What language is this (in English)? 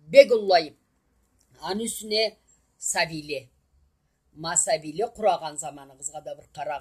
Karachay-Balkar